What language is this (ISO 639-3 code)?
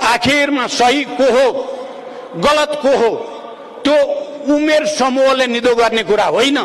nep